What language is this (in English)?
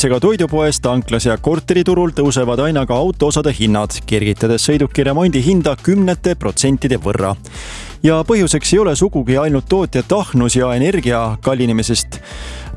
Estonian